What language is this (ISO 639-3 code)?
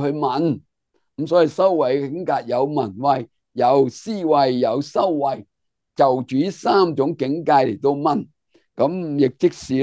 yue